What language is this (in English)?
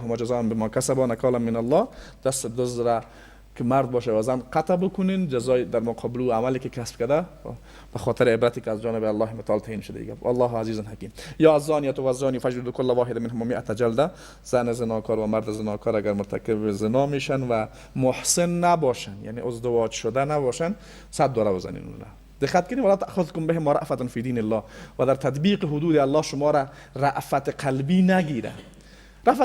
Persian